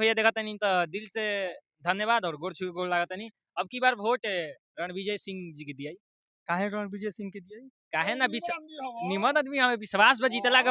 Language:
Bhojpuri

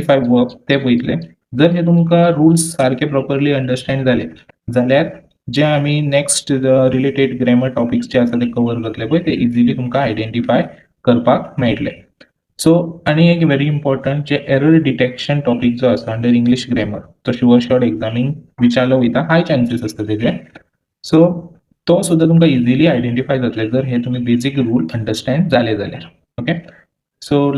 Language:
Konkani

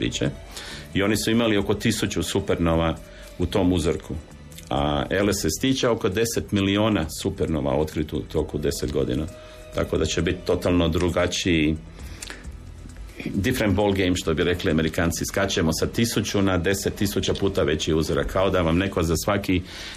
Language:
Croatian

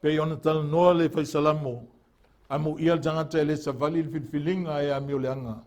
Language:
Samoan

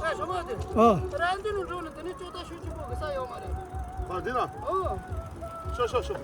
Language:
Tibetan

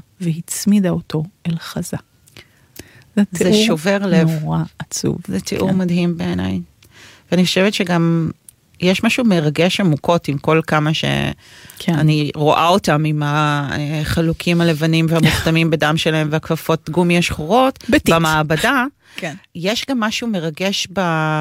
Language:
Hebrew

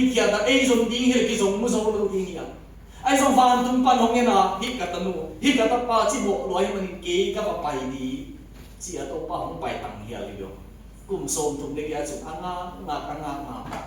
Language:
Tedim Chin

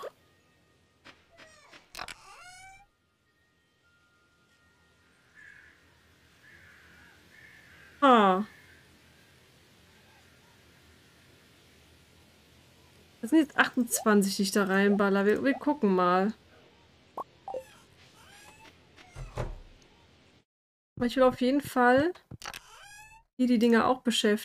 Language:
German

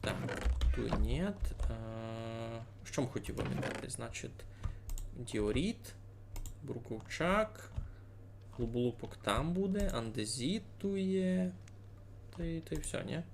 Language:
Rusyn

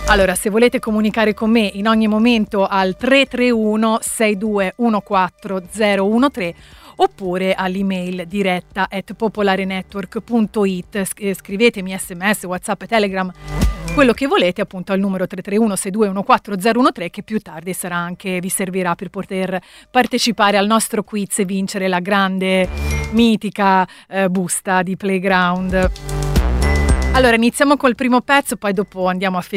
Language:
Italian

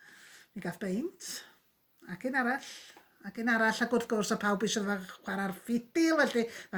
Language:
Welsh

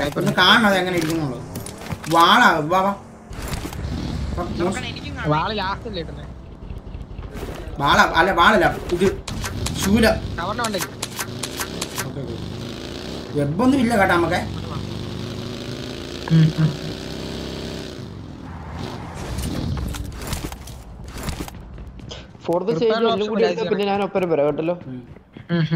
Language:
Malayalam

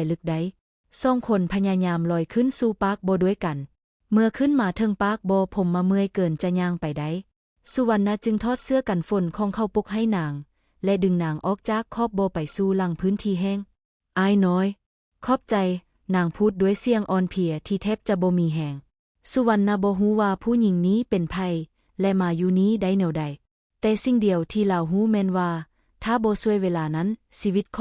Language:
Lao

